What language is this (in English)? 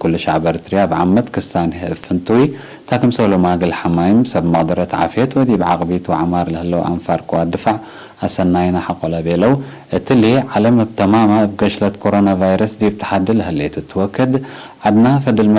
Tigre